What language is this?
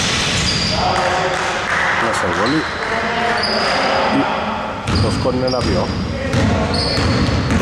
Greek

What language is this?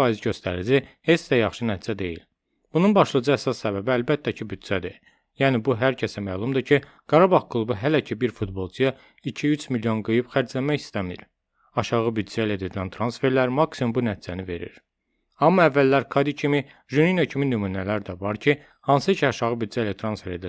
Azerbaijani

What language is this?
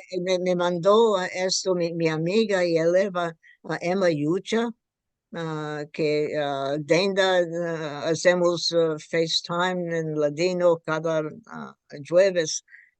Ladino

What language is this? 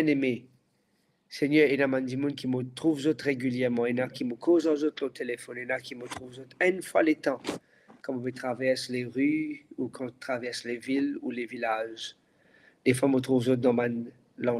Morisyen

